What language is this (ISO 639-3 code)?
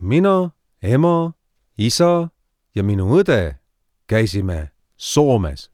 est